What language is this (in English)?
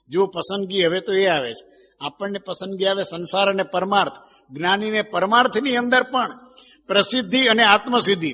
Gujarati